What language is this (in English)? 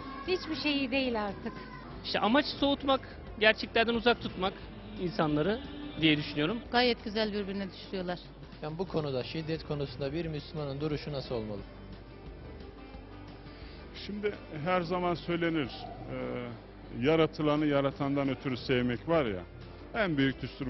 Turkish